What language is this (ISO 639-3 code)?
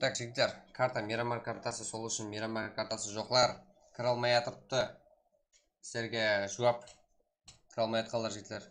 kaa